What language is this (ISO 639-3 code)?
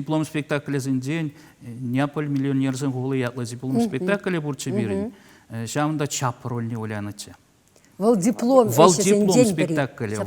chv